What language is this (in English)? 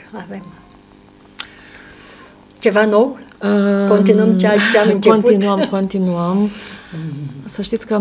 Romanian